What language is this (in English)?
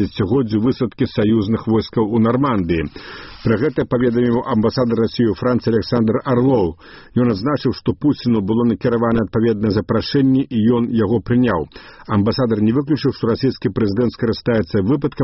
Belarusian